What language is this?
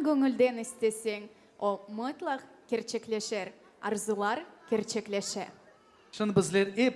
Crimean Tatar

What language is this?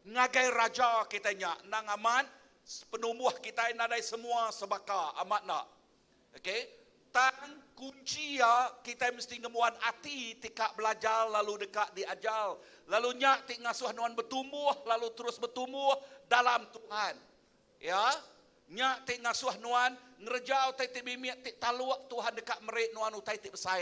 Iban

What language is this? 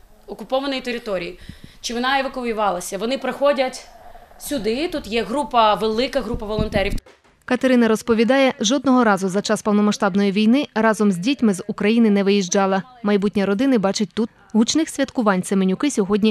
Ukrainian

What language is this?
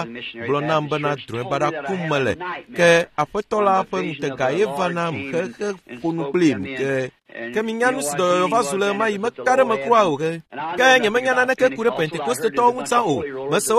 Ewe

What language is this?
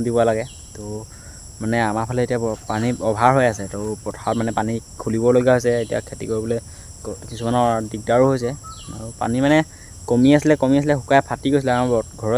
Assamese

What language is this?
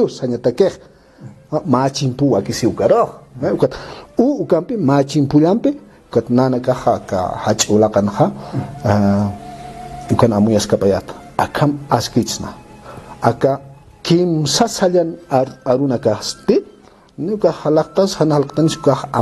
Aymara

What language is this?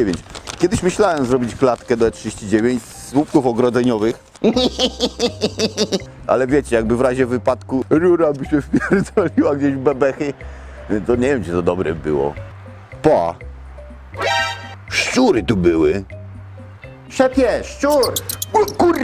Polish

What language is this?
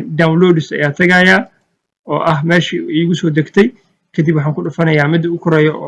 Somali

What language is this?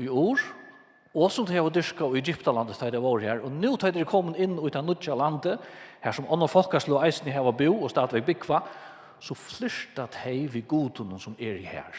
Faroese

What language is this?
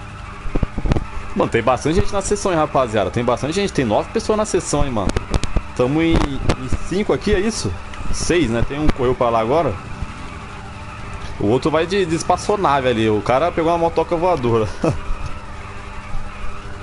Portuguese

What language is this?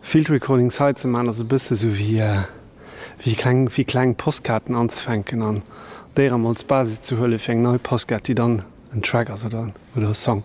Luxembourgish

